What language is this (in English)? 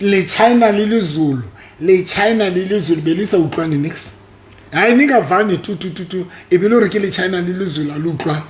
Southern Sotho